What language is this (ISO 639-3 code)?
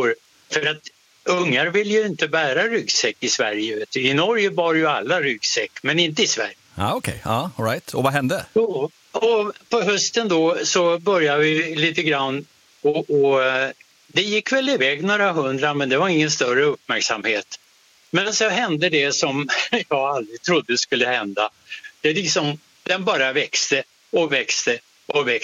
swe